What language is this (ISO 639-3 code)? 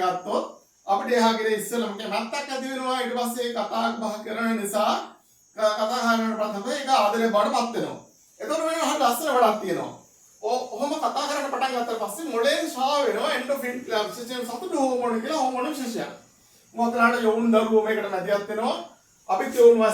sin